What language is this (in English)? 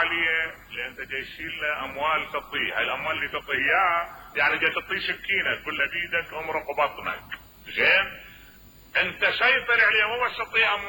Mesopotamian Arabic